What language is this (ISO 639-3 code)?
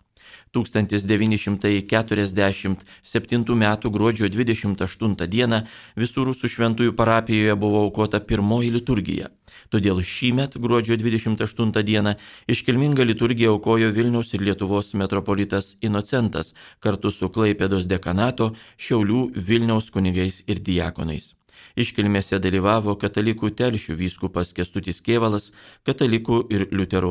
lit